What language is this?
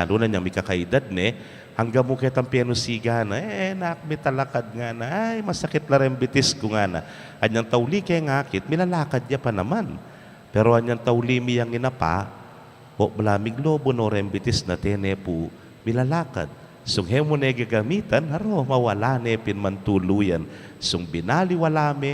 Pampanga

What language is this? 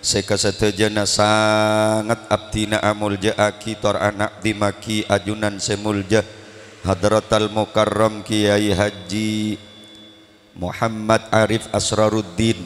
Madurese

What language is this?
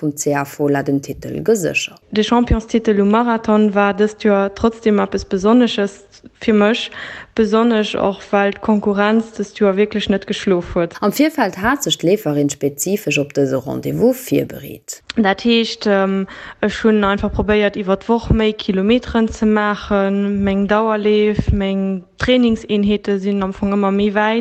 Luxembourgish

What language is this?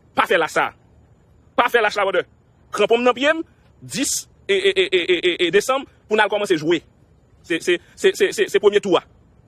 Haitian Creole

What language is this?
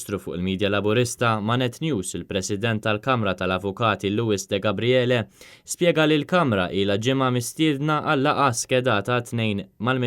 Maltese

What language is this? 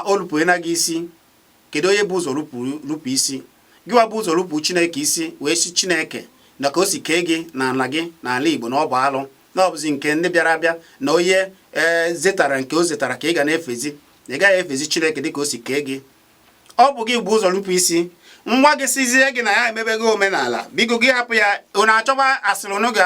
Igbo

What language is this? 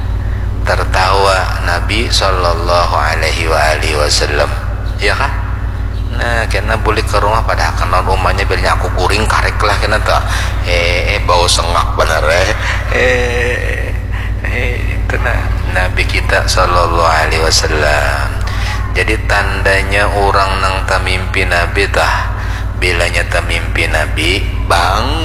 Banjar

